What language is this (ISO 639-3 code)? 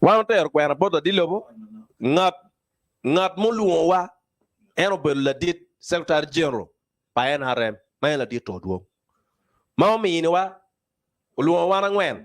ach